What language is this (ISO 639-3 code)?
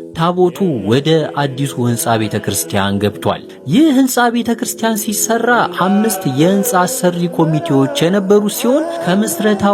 amh